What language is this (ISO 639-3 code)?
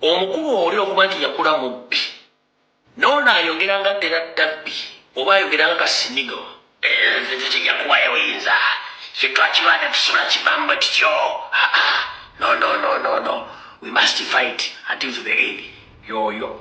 lug